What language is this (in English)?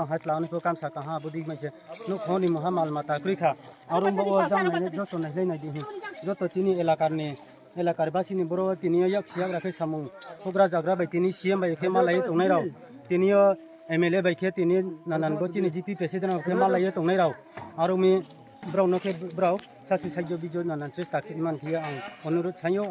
Riang (India)